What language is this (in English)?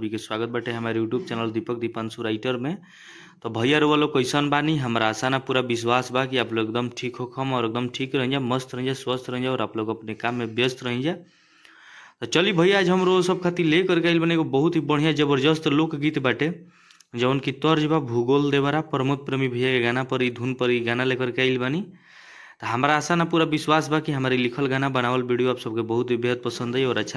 Bhojpuri